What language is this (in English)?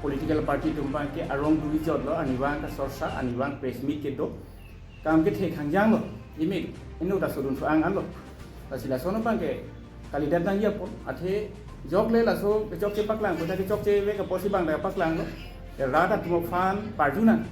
Karbi